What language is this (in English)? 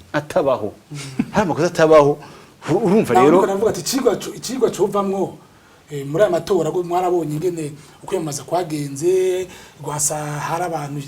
Rundi